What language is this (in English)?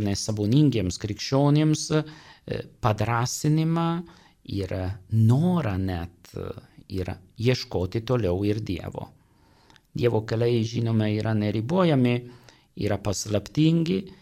Lithuanian